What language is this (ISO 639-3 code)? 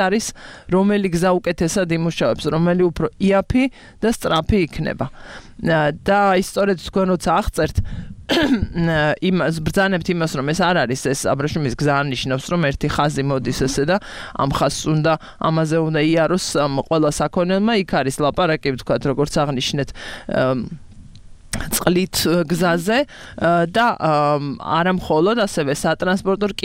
kat